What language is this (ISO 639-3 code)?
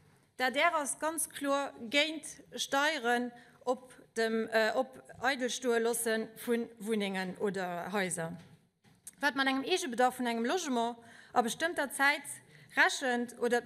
ltz